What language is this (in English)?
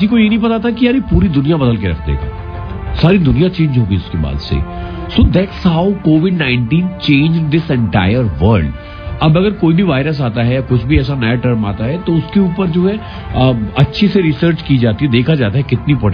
Hindi